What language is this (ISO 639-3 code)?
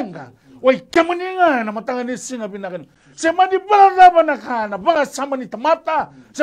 fij